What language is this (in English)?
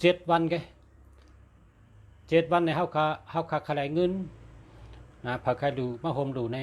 Shan